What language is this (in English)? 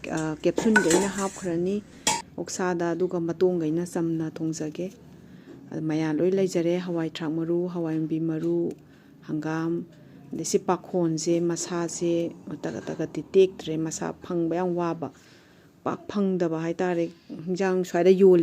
Manipuri